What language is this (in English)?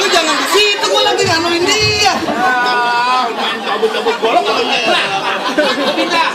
Betawi